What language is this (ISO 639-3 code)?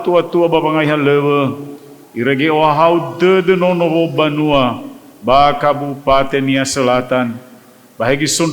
nia